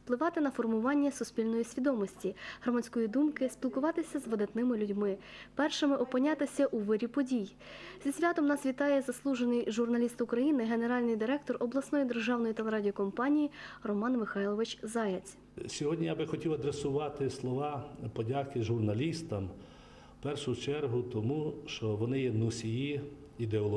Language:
Ukrainian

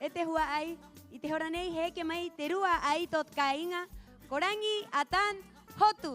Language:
Rapanui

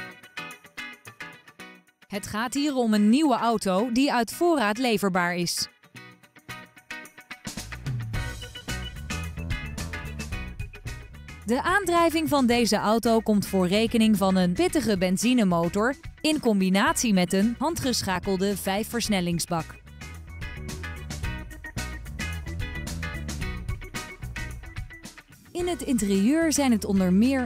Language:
Dutch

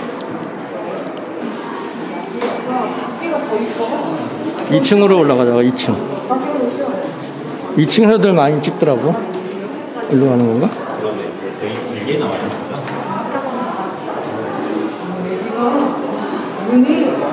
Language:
Korean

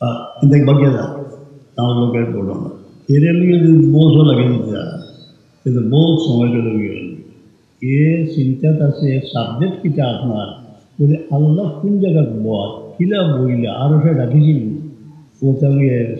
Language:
Sylheti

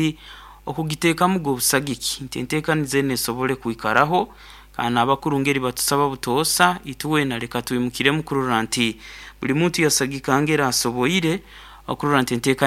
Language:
Nyoro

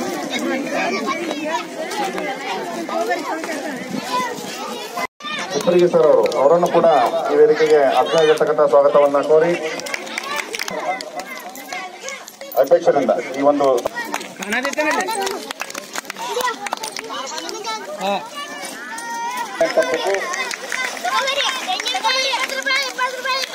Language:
Kannada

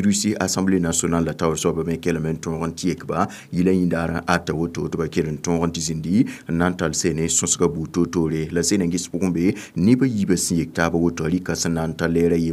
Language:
Mossi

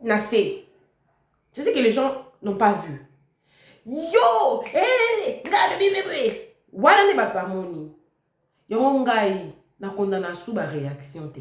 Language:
Lingala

